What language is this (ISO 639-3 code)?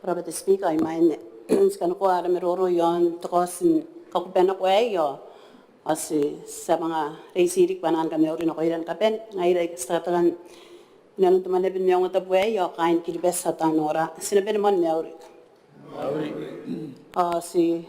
gil